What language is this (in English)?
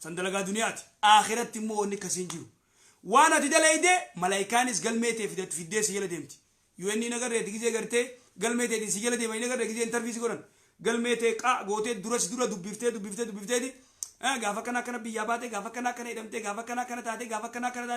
Oromo